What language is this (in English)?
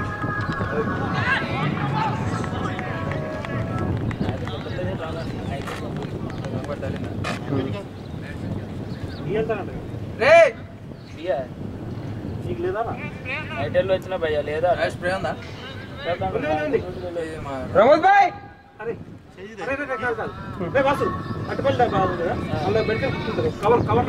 Telugu